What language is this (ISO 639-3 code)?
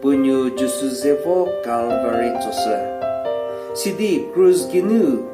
njm